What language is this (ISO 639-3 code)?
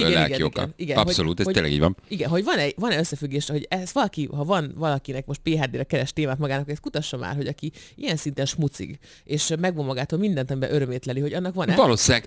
hun